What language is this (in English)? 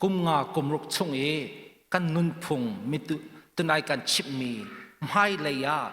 Hakha Chin